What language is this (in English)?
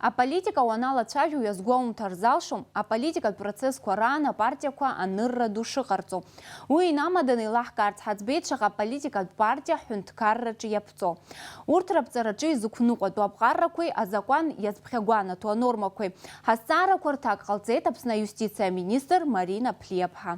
Abkhazian